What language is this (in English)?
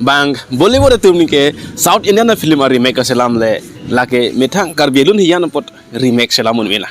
Karbi